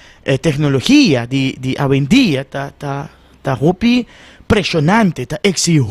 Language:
Papiamento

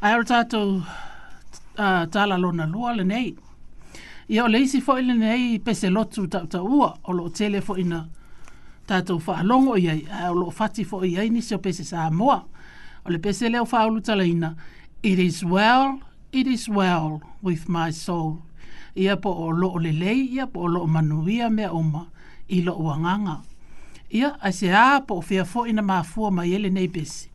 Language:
Samoan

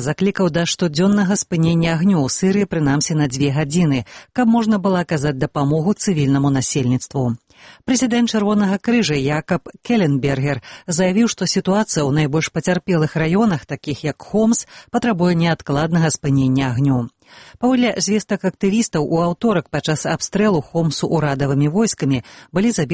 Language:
Belarusian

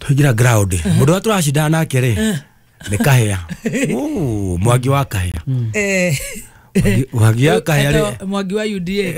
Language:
Kikuyu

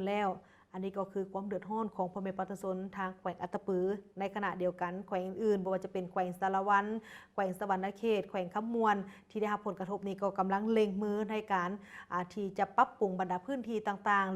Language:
Lao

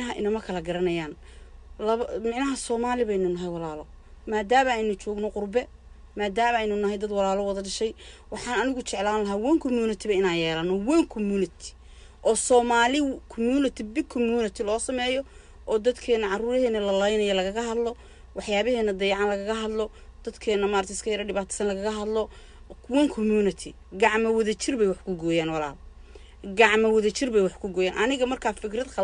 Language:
Somali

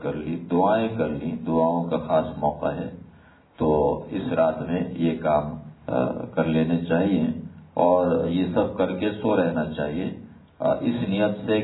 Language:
Urdu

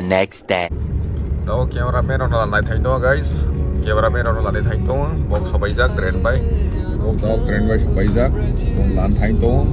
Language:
Kok Borok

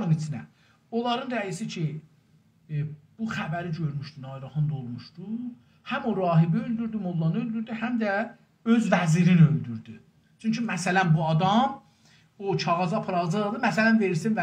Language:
South Azerbaijani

